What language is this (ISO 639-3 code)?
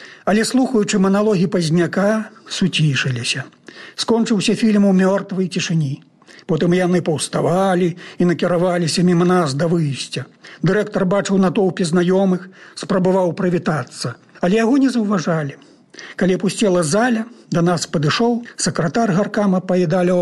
bel